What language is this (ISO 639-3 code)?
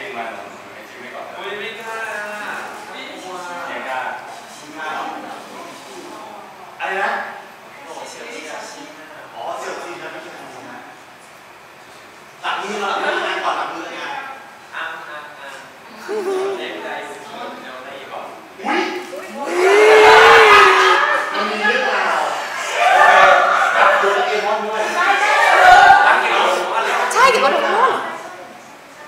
tha